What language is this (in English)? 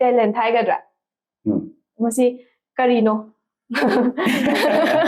Manipuri